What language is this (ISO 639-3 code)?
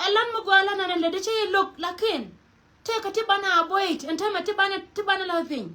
nus